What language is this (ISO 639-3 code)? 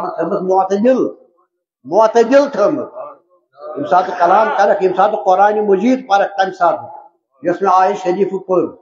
kas